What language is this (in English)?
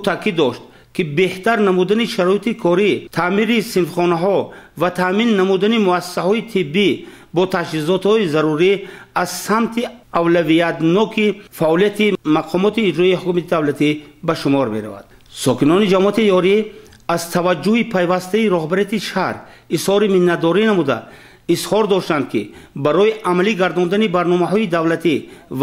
Tajik